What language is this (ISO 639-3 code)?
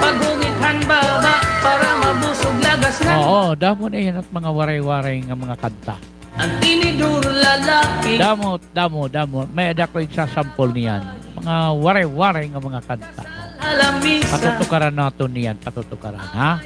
war